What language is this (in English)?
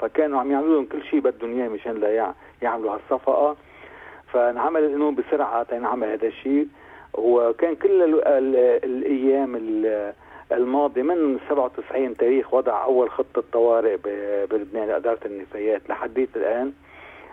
North Levantine Arabic